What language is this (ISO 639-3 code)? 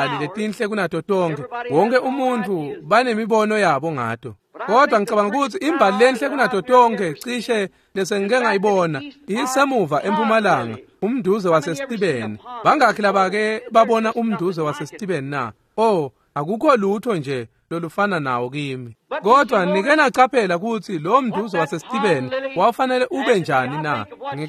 ssw